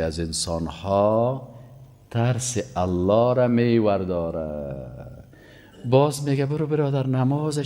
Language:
Persian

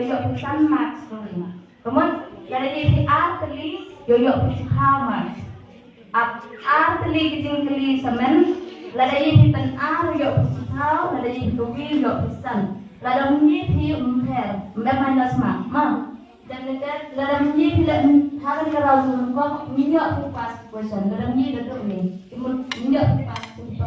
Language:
Khasi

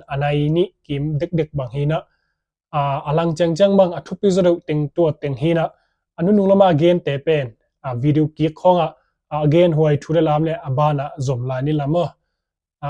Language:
Tedim Chin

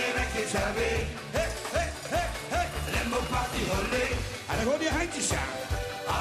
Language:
Limburgish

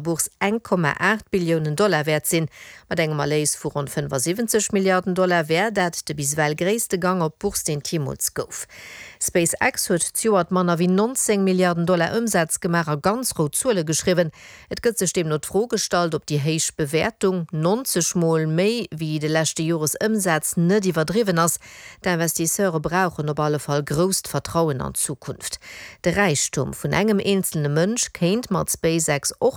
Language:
Luxembourgish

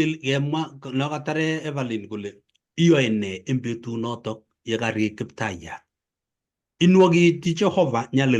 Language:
Kalenjin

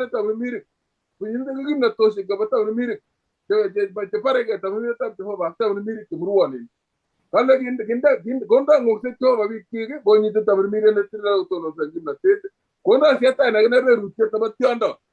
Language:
Kalenjin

